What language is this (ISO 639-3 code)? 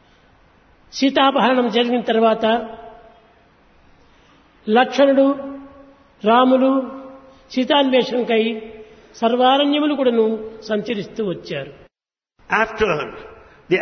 tel